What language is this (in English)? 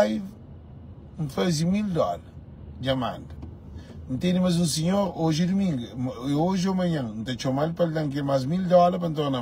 Kabuverdianu